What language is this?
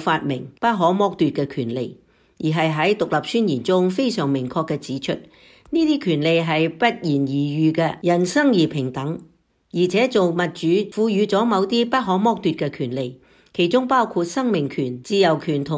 Cantonese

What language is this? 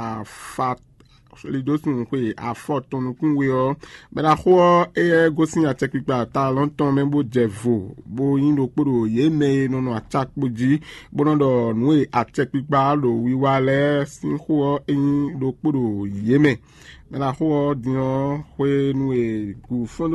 Fon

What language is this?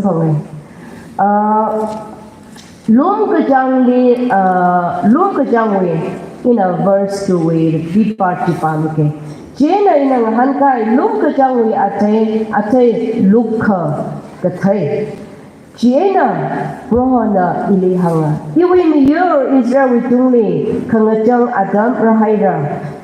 Tangkhul Naga (India)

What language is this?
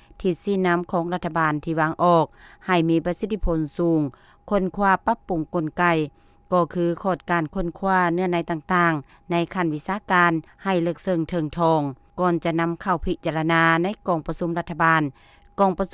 Lao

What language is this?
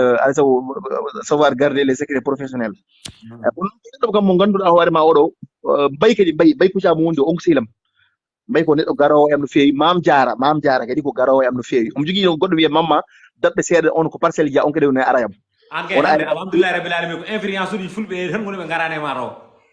Fula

